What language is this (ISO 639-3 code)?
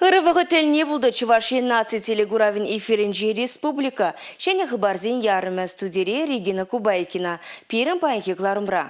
chv